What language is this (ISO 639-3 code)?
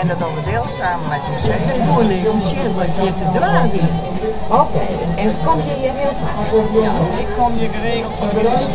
fry